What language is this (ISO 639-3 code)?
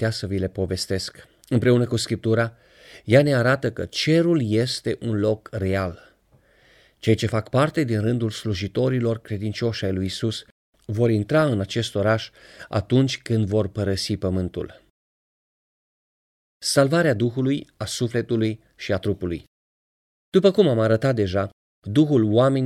ron